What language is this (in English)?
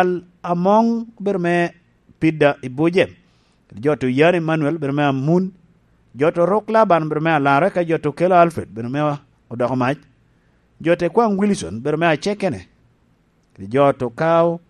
Lango (Uganda)